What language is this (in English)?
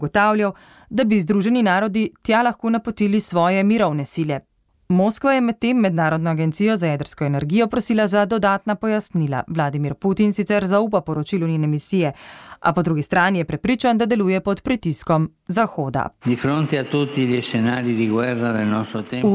Slovenian